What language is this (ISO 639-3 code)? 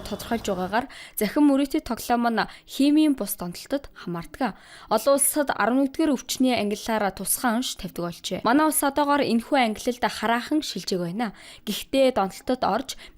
mon